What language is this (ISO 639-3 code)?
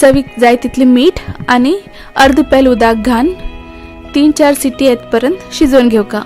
kok